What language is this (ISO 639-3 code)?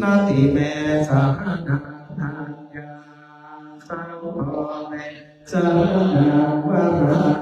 pli